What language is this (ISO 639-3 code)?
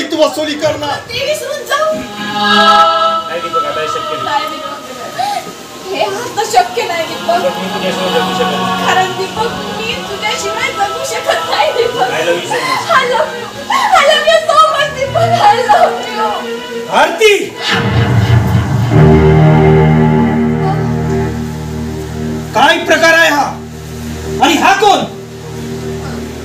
mar